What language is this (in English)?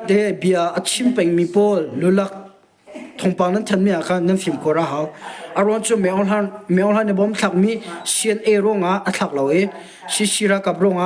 Hakha Chin